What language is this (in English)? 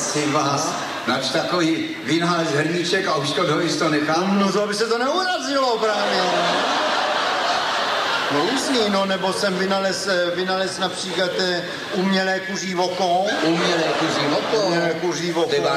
Czech